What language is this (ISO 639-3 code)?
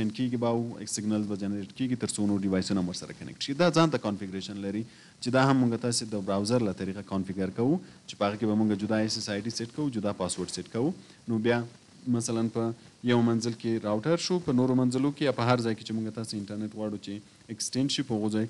pus